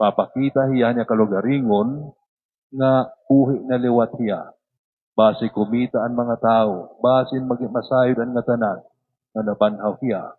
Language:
Waray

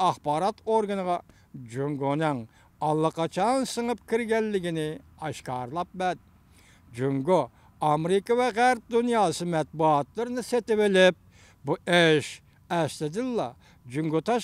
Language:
Uyghur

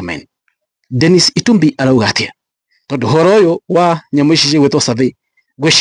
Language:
Kikuyu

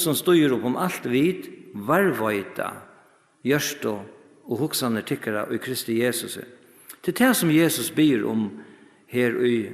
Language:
Faroese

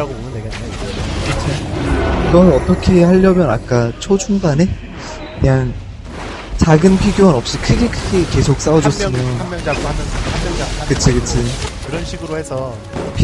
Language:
Korean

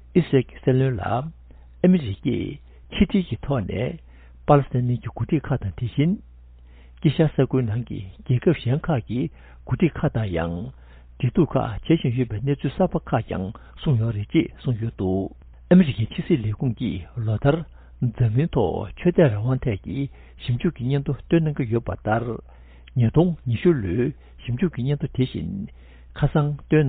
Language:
Tibetan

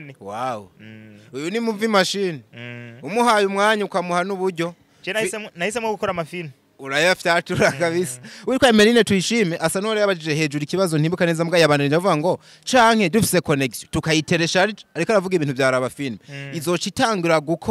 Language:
Rundi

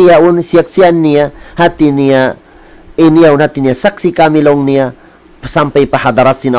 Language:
Tausug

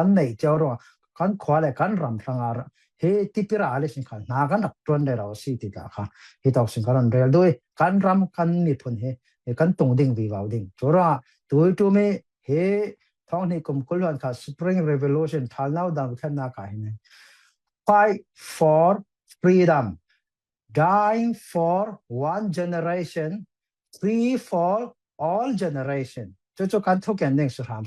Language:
Falam Chin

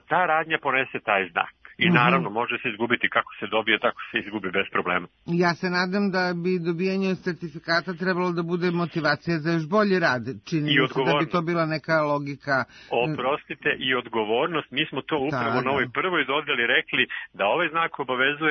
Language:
Serbian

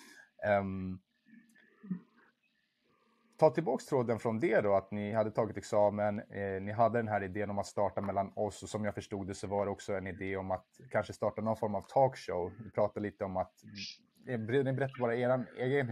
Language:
Swedish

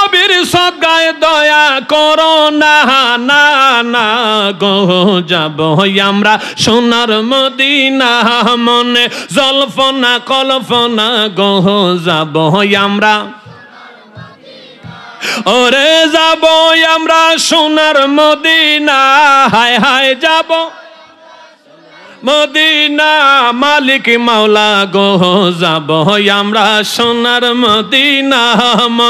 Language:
Bangla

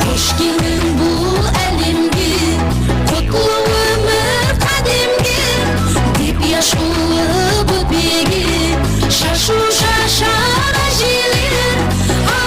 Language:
Kara-Kalpak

